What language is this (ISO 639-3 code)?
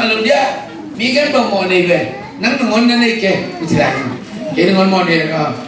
ctd